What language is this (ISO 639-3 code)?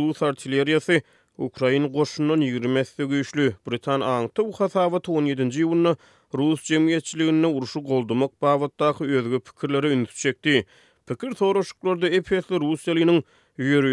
tuk